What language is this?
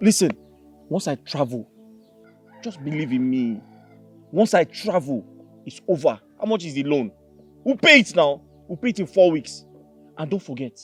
Nigerian Pidgin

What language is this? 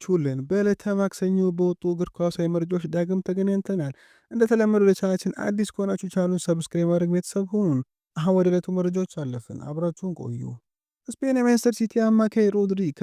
Amharic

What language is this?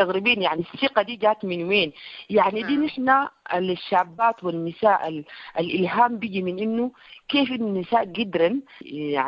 Sudanese Arabic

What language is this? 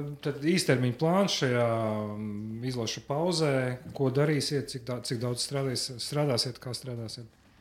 Latvian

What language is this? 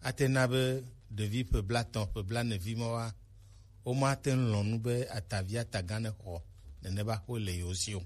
Gen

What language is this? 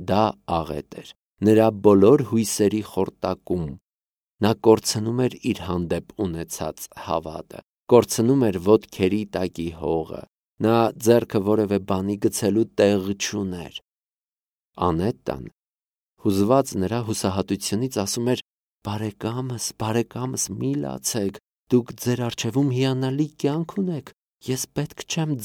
Armenian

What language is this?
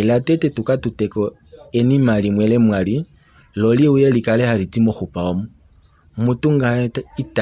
Kuanyama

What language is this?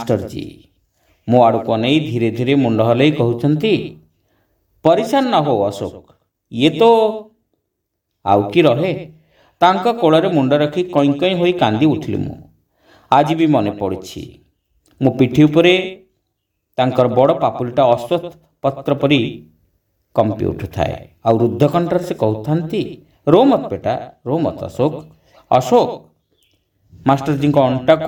Odia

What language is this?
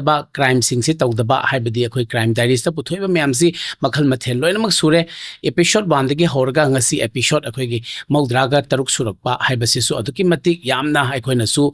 Manipuri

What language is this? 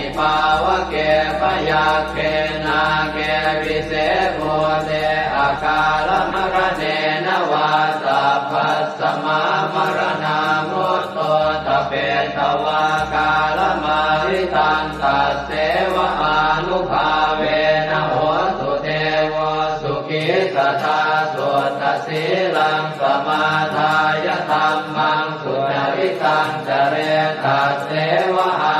Pali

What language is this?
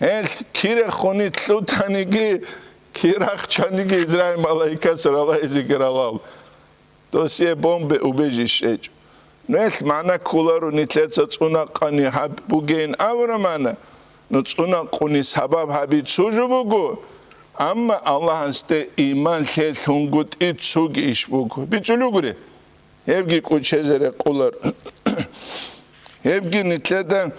Avaric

